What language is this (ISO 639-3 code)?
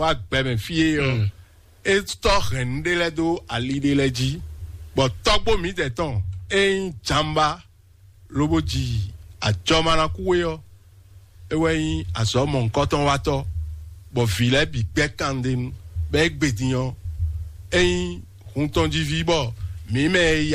fon